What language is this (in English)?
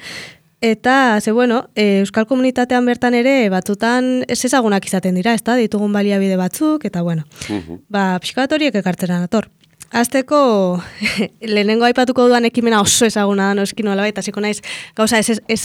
Basque